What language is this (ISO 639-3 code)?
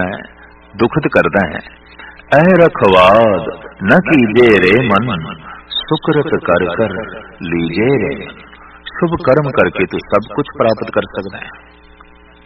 pan